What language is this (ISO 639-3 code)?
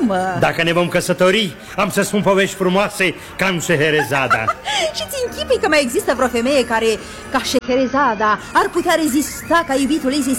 ron